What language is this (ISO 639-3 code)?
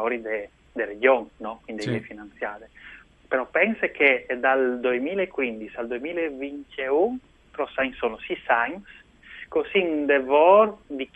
fur